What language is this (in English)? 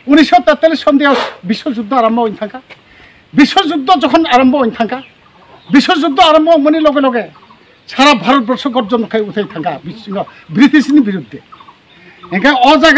Riang (India)